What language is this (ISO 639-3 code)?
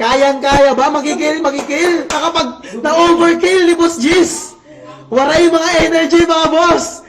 war